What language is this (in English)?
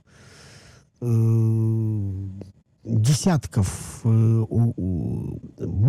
Russian